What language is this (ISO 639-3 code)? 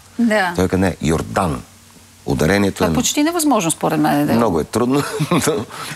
bul